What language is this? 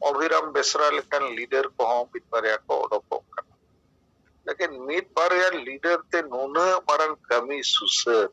Santali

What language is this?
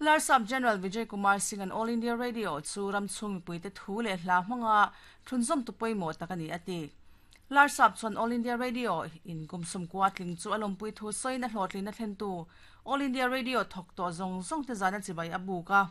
Mizo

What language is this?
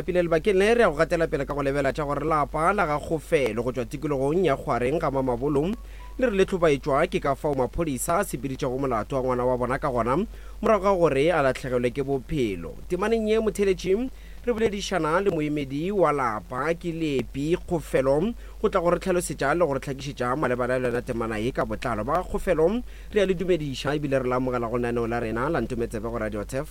Northern Sotho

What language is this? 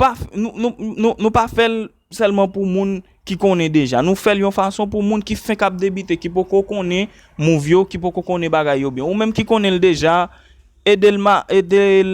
Haitian Creole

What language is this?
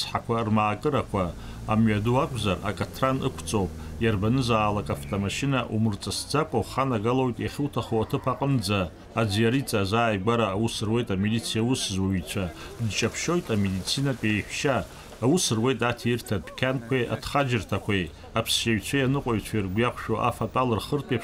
Abkhazian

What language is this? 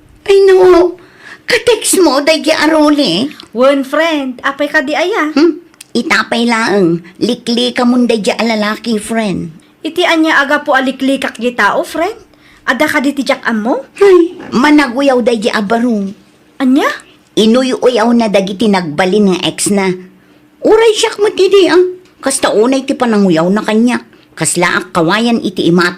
Iloko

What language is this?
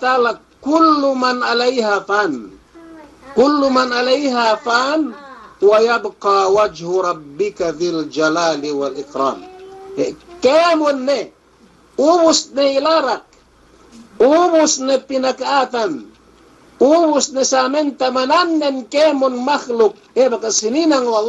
Yakan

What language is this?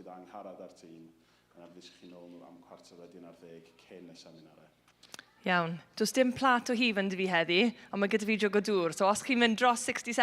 Welsh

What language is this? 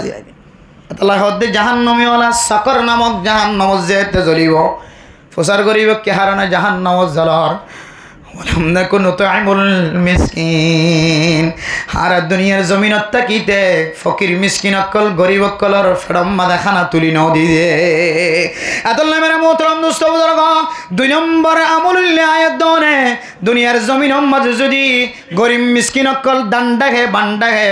Rohingya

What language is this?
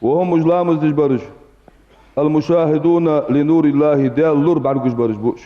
Ingush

